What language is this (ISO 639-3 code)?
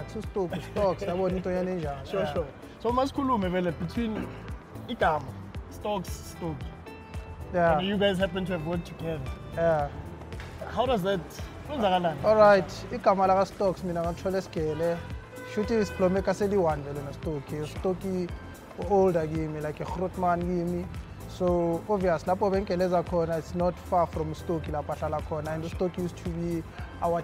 zul